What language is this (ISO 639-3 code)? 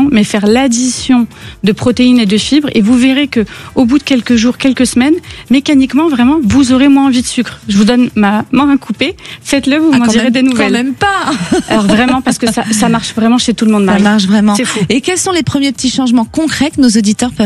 fra